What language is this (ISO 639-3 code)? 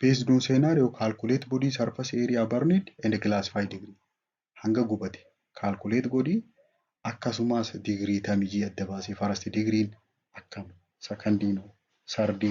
orm